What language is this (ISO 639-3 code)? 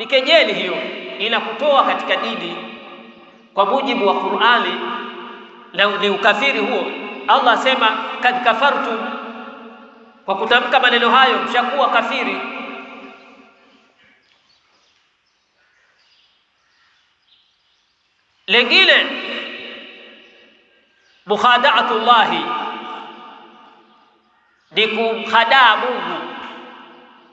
swa